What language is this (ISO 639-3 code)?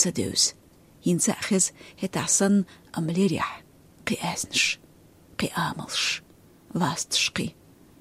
che